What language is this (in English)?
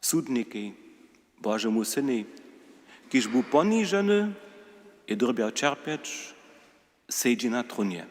Upper Sorbian